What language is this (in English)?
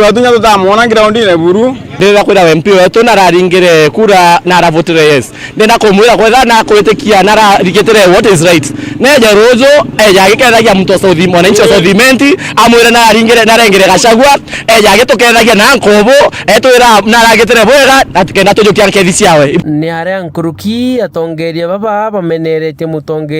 Meru